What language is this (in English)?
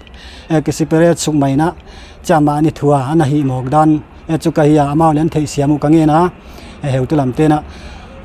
Paite Chin